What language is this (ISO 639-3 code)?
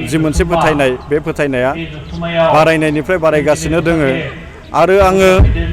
brx